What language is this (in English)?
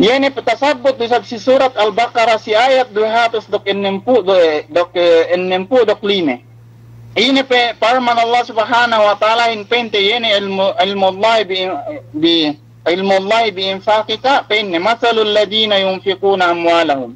Yakan